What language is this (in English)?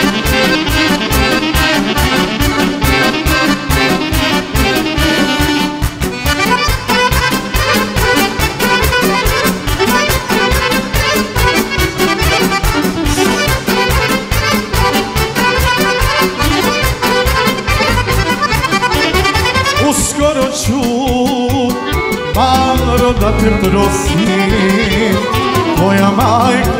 Serbian